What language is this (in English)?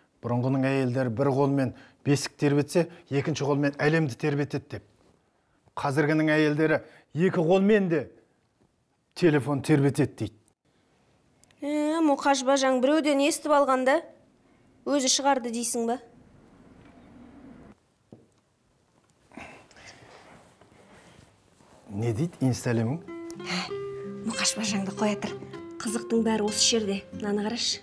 Kazakh